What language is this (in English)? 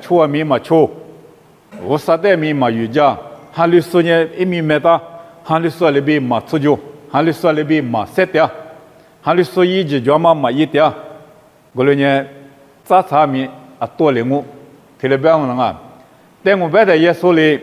Lisu